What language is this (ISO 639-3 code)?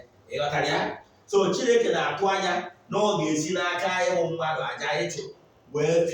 ibo